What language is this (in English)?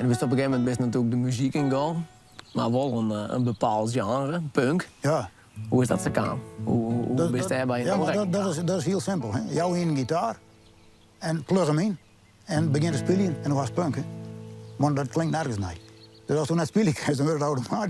Western Frisian